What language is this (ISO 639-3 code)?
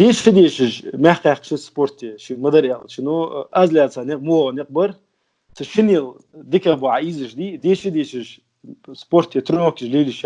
inh